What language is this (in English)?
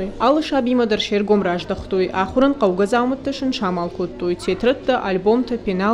Ossetic